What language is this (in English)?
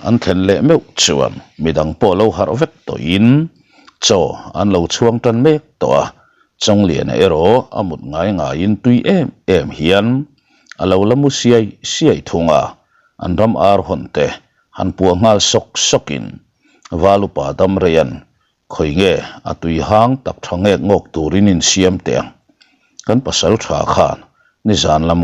Mizo